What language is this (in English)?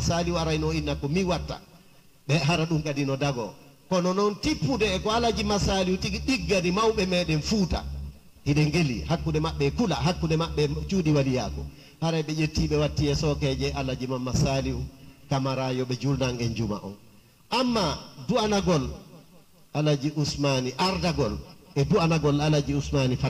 Fula